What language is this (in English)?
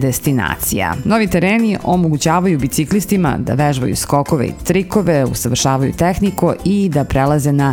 Serbian